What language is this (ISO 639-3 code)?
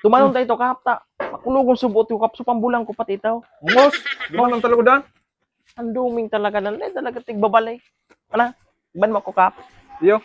bik